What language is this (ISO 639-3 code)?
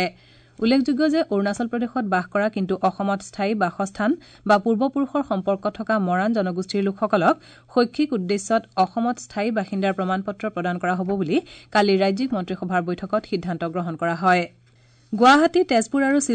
asm